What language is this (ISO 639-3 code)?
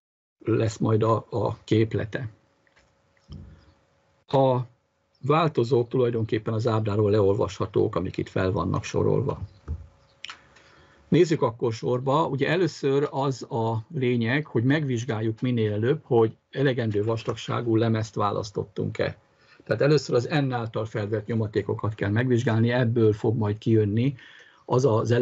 hun